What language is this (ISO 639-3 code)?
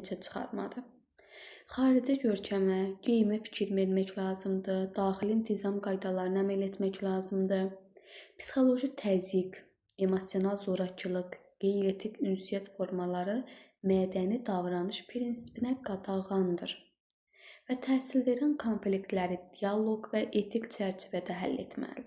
aze